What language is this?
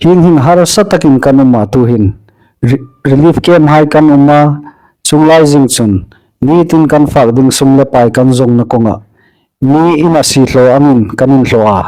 Hmar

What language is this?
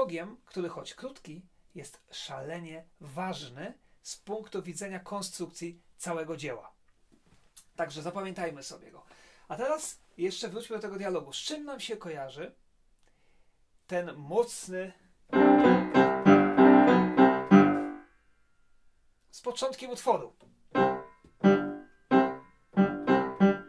Polish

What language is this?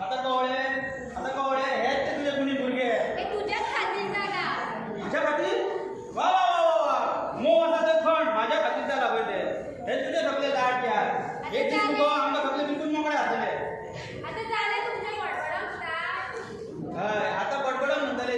Konkani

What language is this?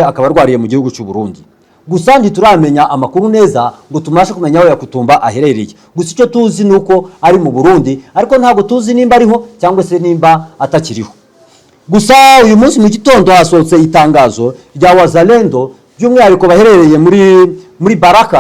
Kinyarwanda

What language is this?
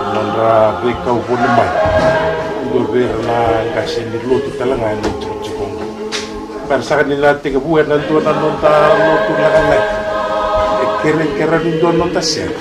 Fijian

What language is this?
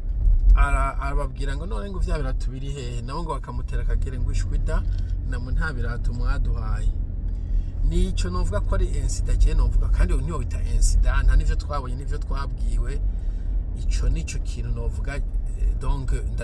Rundi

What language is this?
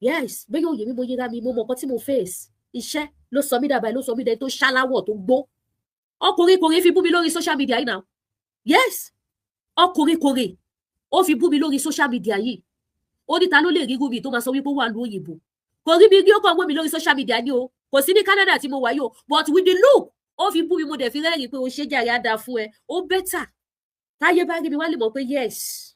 Yoruba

